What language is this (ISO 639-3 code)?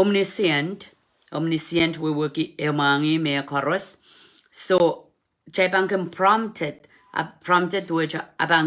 pon